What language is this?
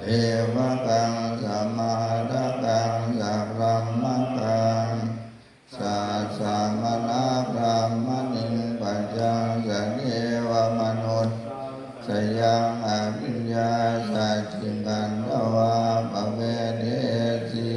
Pali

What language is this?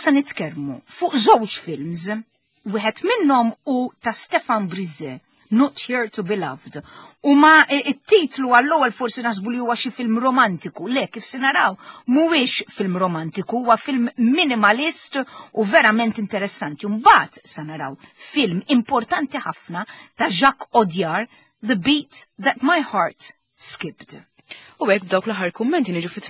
Maltese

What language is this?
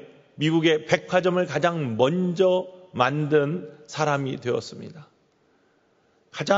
Korean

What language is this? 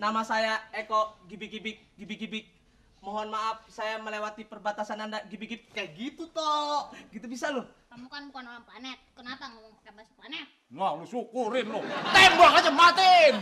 Betawi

